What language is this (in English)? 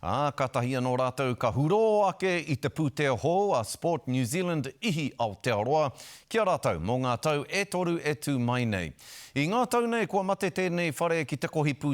Māori